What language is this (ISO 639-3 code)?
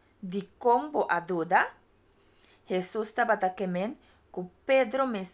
pap